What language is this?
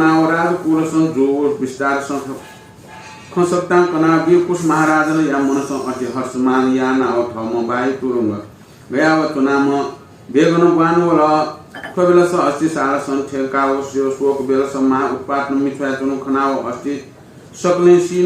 Newari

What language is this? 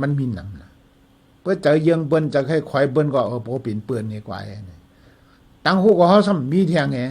Shan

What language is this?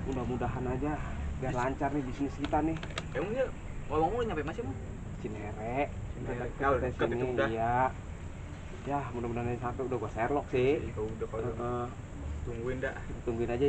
Betawi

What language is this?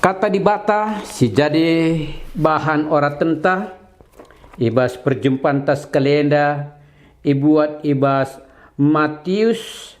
Batak Karo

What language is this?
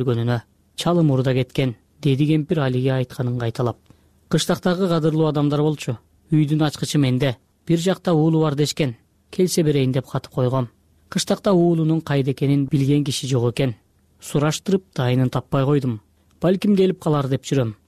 Kyrgyz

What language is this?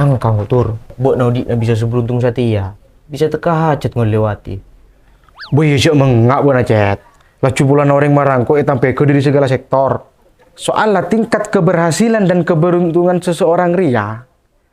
Madurese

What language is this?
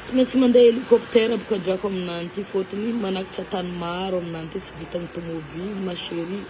Malagasy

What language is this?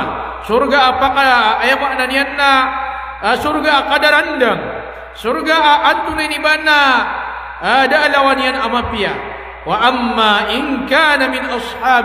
Maranao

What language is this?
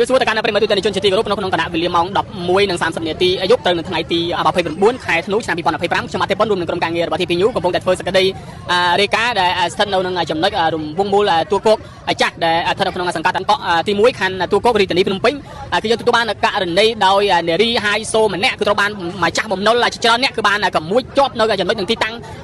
Khmer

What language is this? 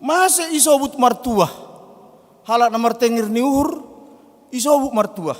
Batak Simalungun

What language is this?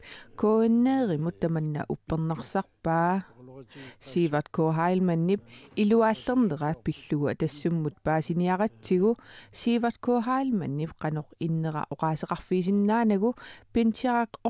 Kalaallisut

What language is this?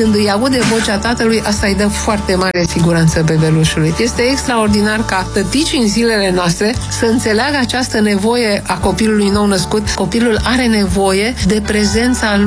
Romanian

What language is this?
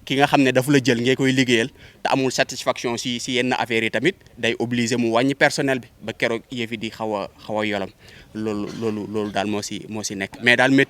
Wolof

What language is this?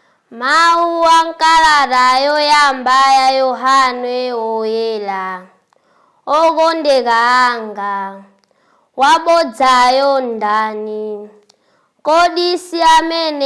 Nyanja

